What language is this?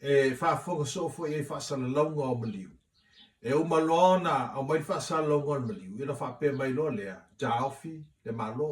Samoan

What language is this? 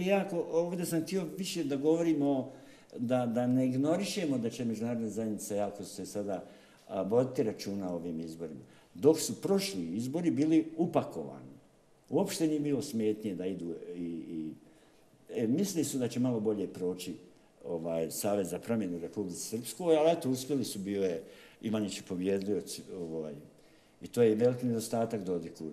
Bosnian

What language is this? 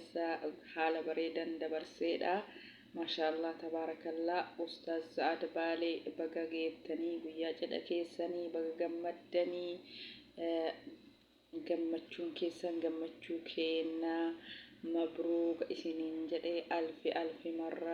Oromo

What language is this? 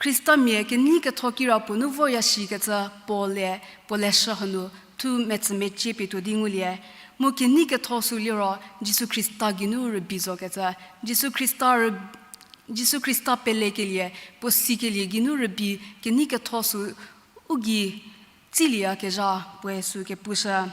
Angami Naga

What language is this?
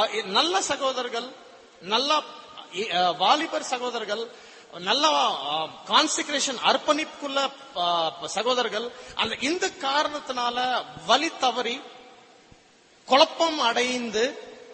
Tamil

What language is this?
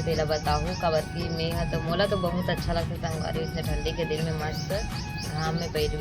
Chhattisgarhi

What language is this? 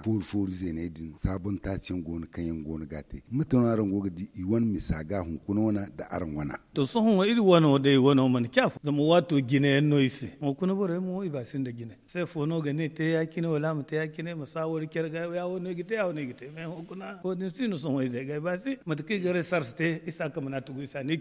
Zarma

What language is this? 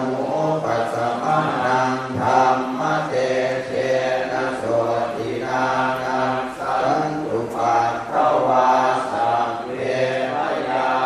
Pali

